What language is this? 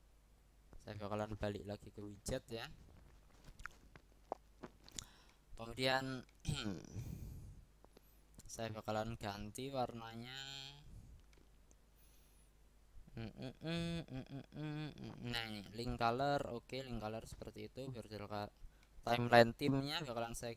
Indonesian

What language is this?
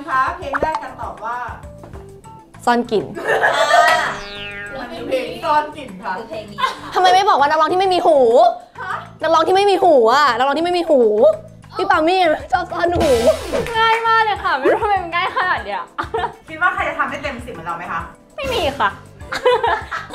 Thai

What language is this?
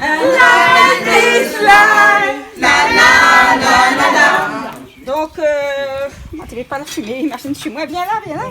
Réunion Creole French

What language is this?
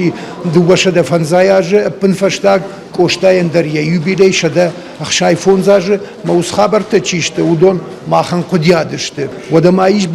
Ossetic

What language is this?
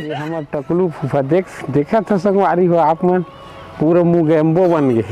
Chhattisgarhi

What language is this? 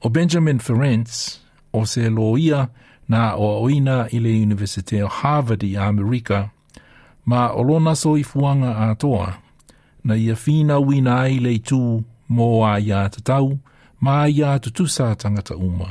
Samoan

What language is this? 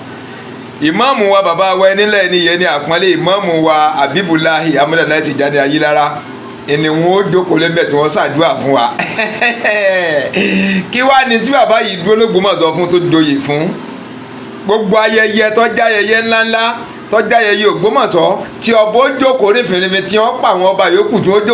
Yoruba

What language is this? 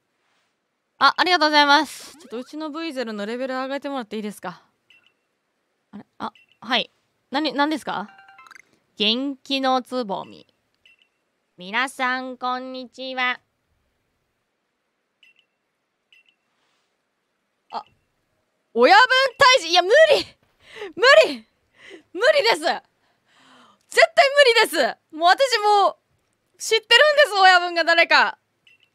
Japanese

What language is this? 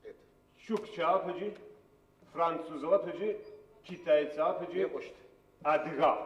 Adyghe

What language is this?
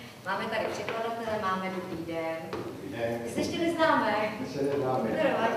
Czech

